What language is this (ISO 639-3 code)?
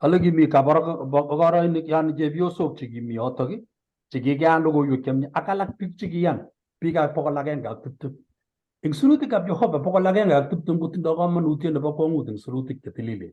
kln